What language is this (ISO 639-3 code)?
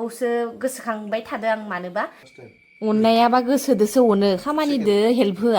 brx